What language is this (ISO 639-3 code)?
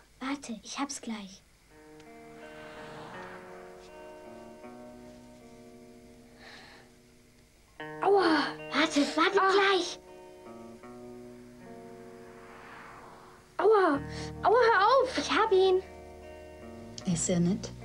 deu